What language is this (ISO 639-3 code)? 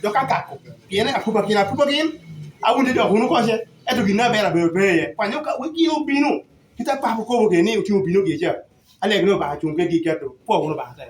laj